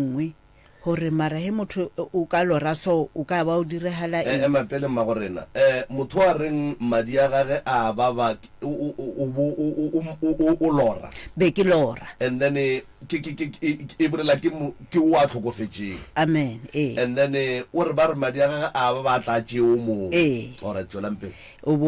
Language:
Northern Sotho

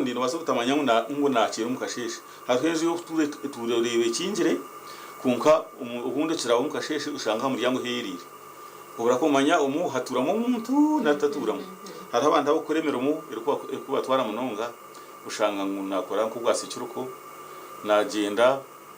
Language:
Nyankole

